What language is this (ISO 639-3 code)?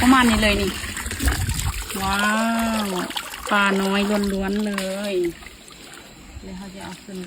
lao